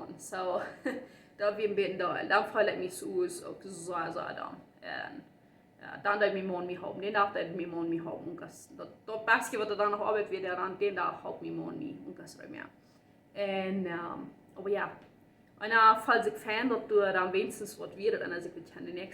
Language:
Plautdietsch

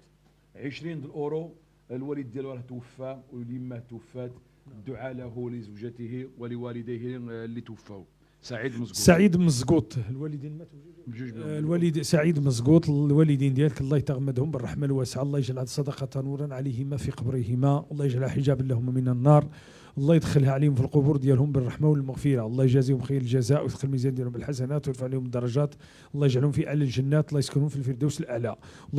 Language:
Moroccan Arabic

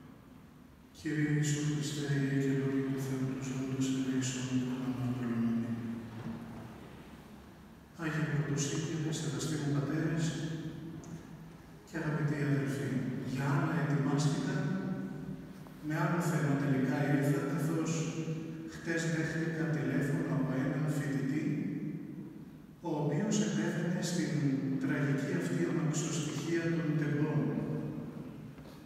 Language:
Greek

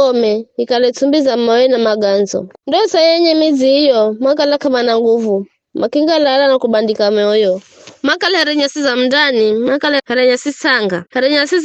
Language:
Giryama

